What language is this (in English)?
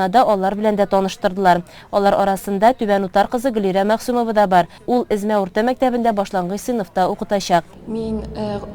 Tatar